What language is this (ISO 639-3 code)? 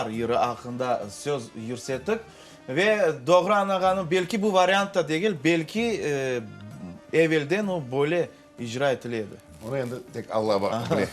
crh